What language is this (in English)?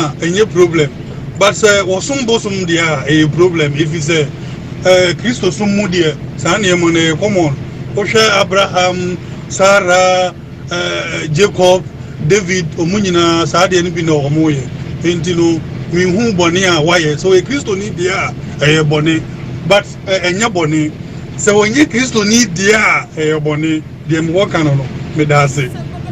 Akan